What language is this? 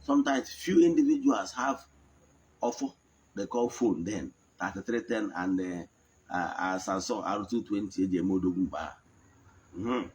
Igbo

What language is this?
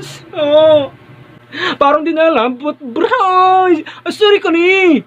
Bikol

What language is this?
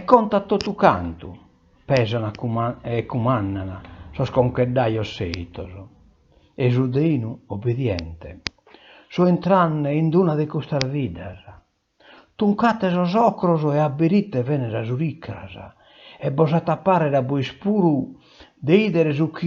Sardinian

